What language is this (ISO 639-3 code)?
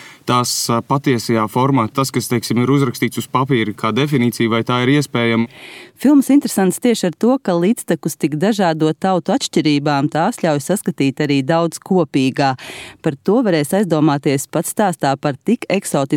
lav